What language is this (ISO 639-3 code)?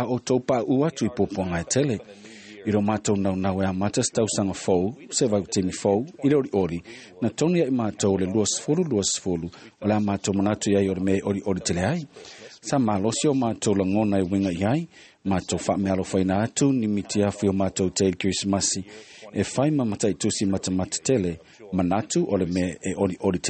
smo